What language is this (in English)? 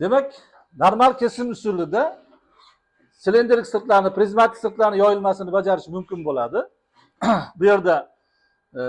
Uzbek